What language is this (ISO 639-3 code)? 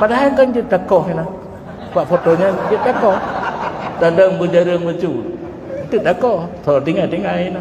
ace